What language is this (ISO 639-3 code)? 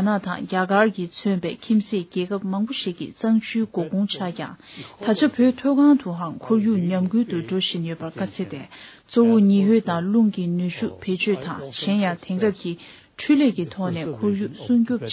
bod